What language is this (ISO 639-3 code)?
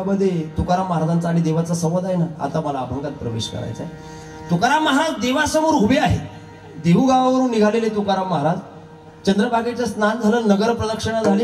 mar